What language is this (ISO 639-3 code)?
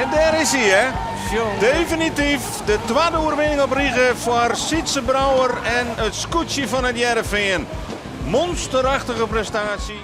fry